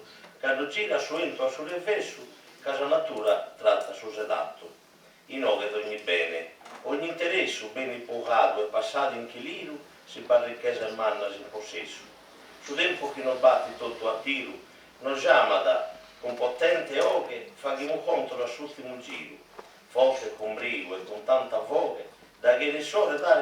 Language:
Sardinian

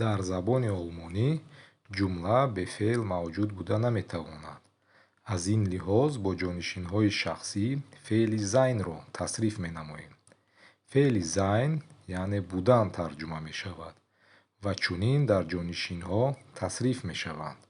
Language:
Tajik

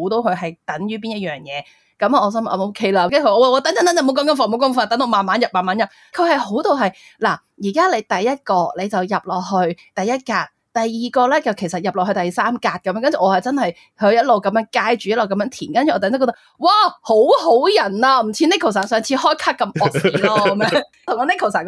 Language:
Cantonese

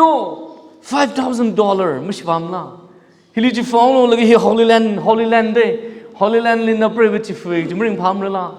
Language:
Tangkhul Naga (India)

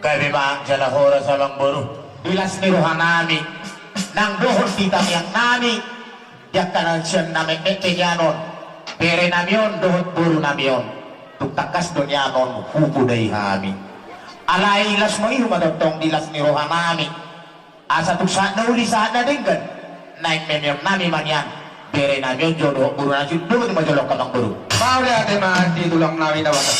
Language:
Batak Toba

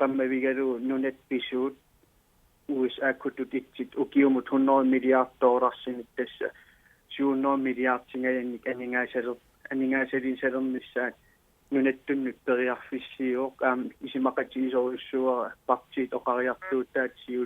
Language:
Kalaallisut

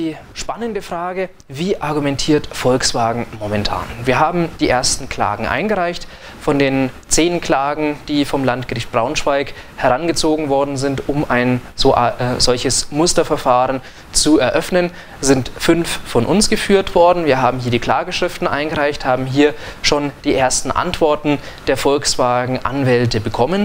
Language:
German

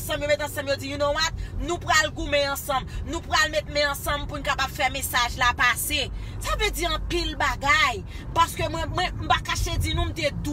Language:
Haitian Creole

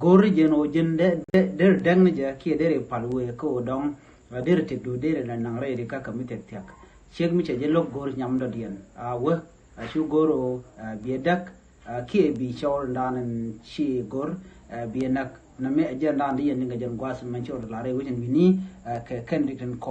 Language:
Nuer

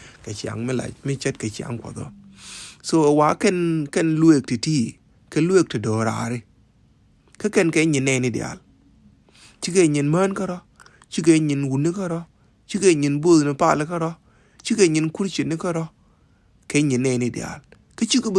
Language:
Nuer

